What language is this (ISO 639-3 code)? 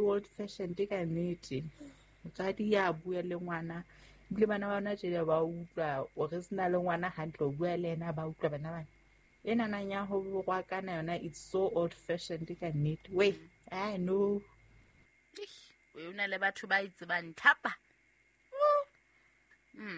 sot